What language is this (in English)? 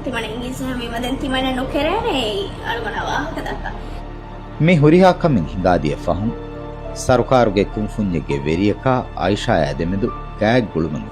Divehi